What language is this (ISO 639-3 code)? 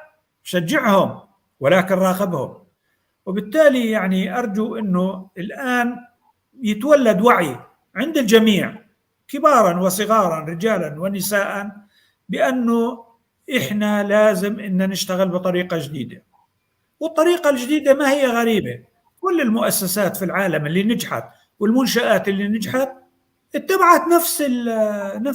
apc